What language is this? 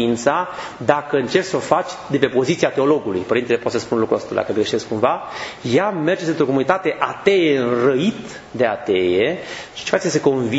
Romanian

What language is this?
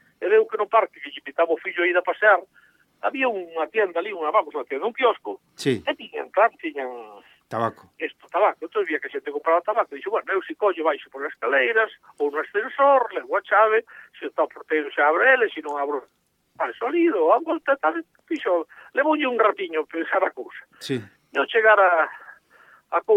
Galician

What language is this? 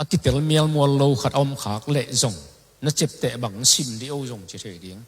Tedim Chin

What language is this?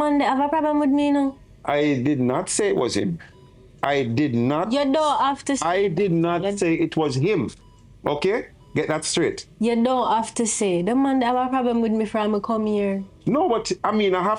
Jamaican Creole English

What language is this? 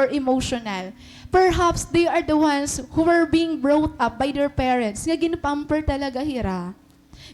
Waray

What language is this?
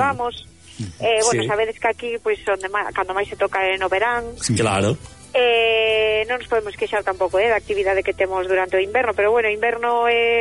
Galician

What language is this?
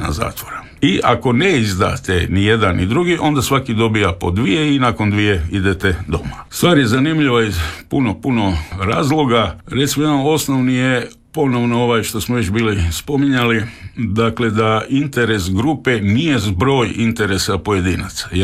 Croatian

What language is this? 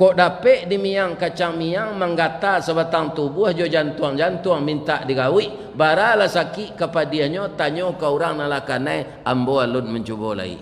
Minangkabau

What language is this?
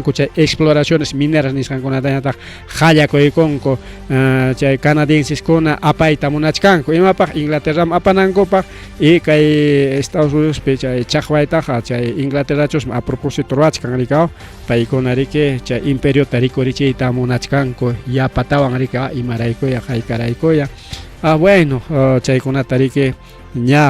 Ayacucho Quechua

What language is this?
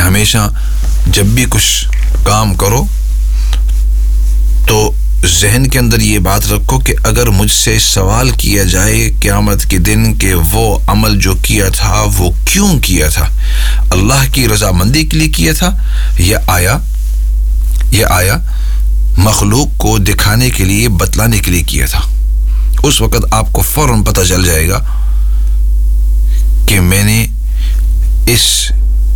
Urdu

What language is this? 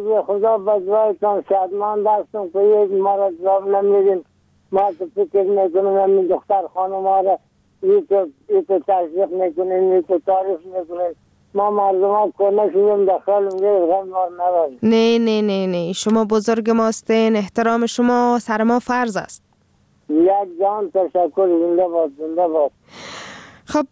Persian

